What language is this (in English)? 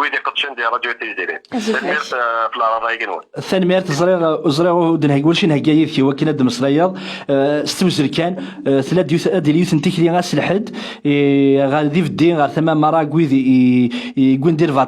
Kabyle